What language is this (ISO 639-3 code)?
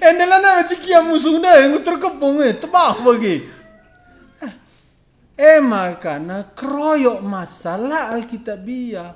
btx